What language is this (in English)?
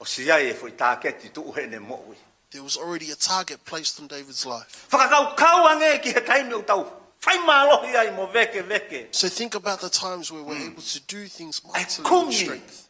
Tongan